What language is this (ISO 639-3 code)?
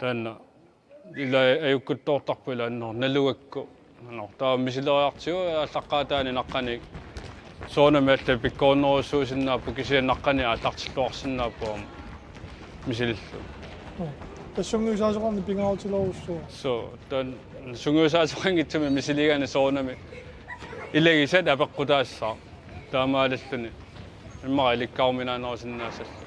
kal